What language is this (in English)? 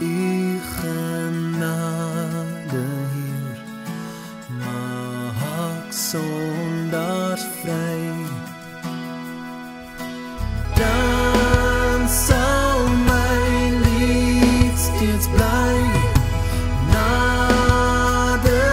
Afrikaans